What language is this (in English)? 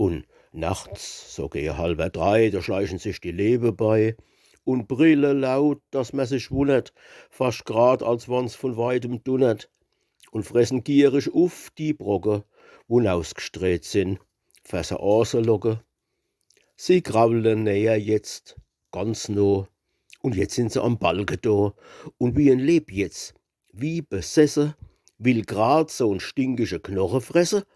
Palatine German